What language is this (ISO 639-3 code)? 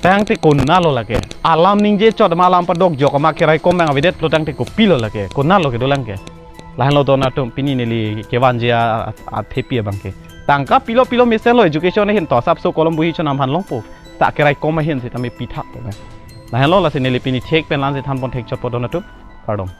mjw